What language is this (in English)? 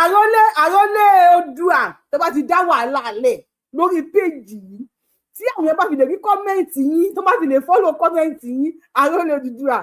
Yoruba